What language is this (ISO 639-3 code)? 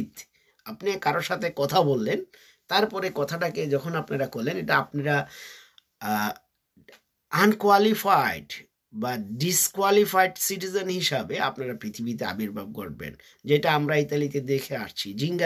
ben